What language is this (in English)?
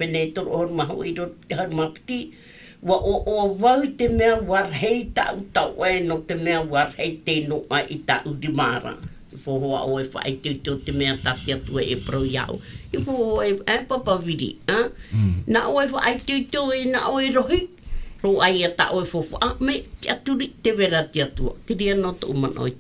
Tahitian